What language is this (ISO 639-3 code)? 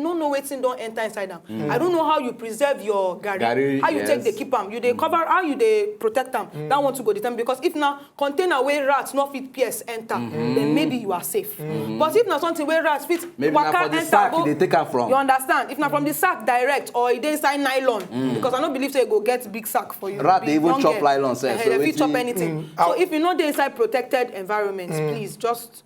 pcm